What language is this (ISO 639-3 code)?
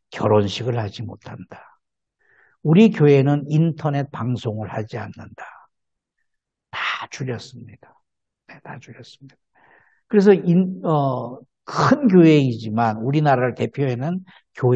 kor